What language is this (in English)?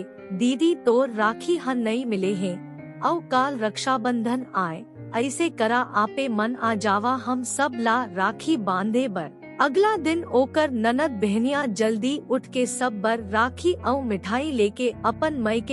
Chhattisgarhi